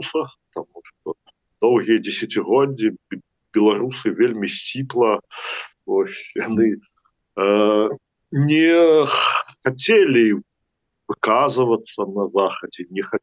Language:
Belarusian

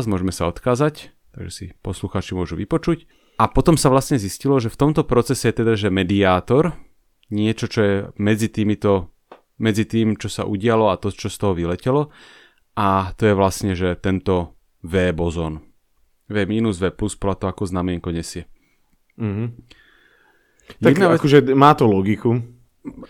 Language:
Slovak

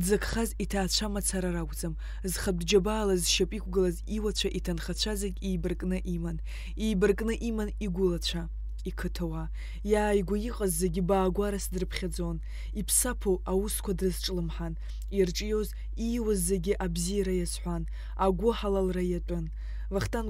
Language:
Abkhazian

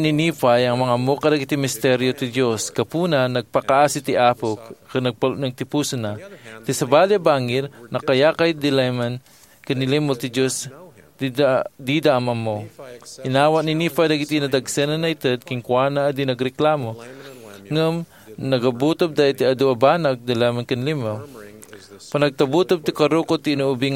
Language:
Iloko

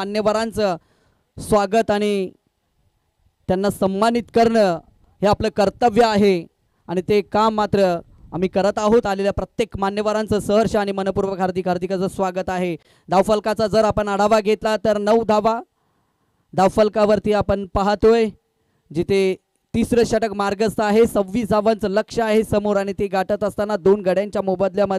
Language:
Marathi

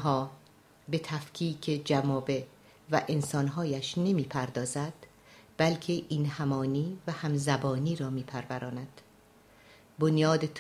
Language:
Persian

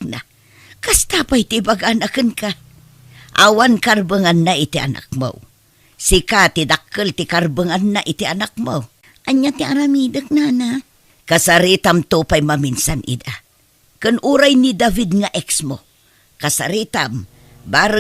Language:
Iloko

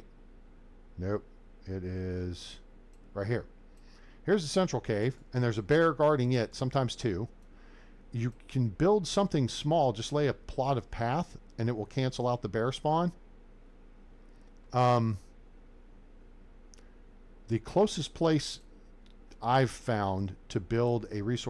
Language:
English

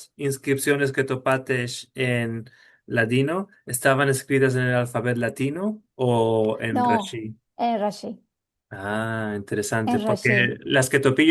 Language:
Ladino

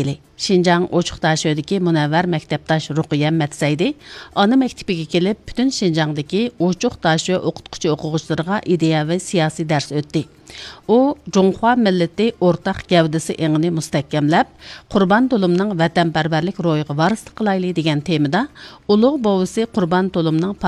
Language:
Uyghur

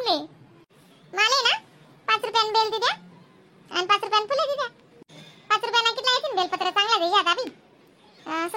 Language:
Khandesi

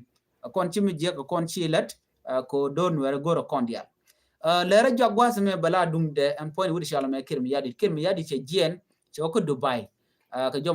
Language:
Nuer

